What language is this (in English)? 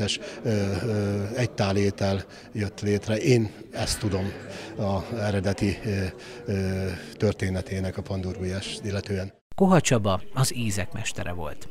Hungarian